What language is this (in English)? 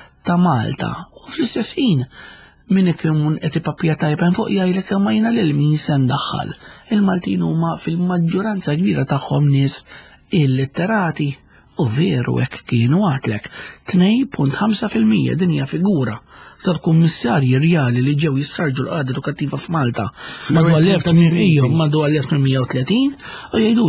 Maltese